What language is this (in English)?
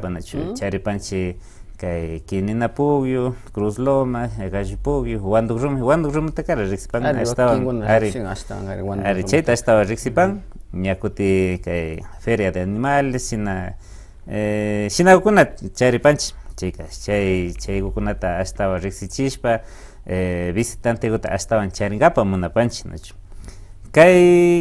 Imbabura Highland Quichua